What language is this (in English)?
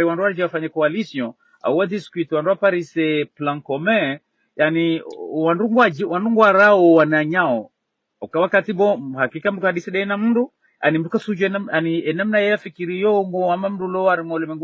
Ngazidja Comorian